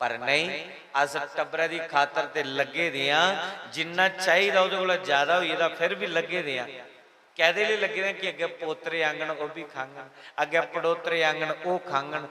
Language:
Dogri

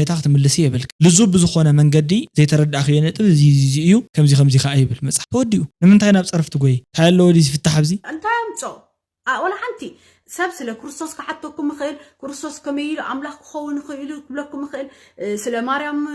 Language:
Tigrinya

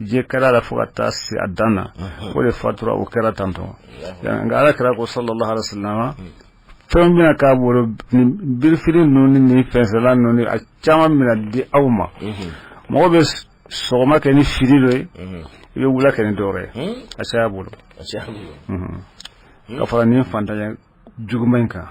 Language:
Bambara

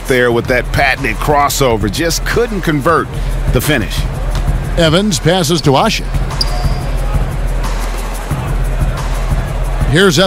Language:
English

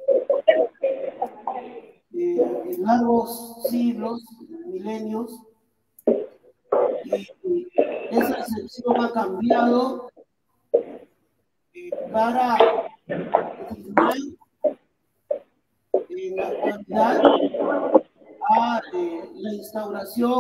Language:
Spanish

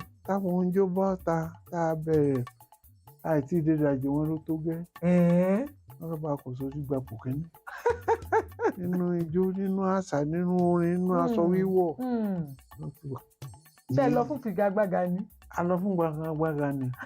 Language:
Yoruba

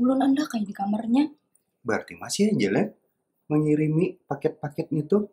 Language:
Banjar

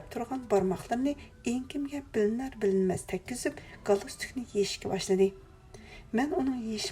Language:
Uyghur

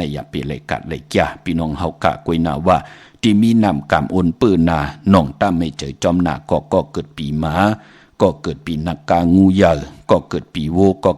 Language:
Shan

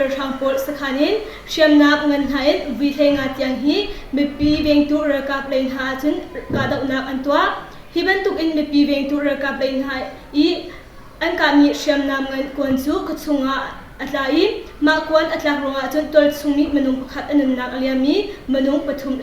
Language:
Hakha Chin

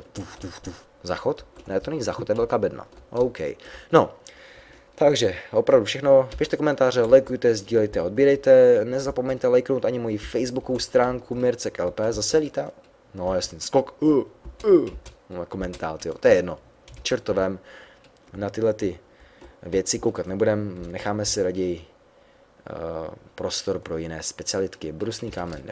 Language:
Czech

